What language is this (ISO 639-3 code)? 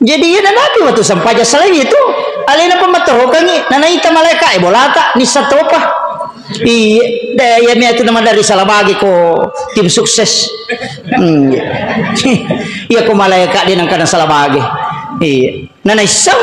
bug